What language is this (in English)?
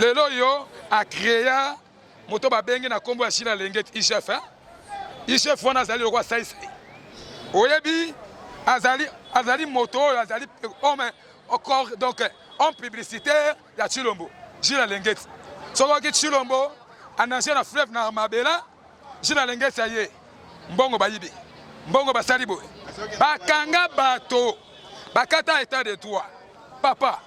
Lingala